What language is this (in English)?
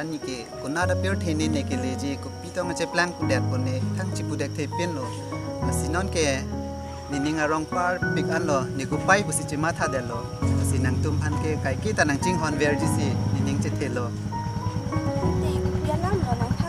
Karbi